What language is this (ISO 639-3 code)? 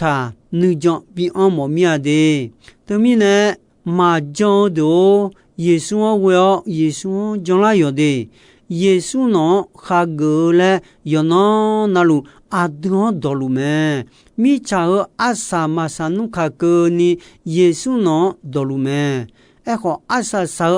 ahk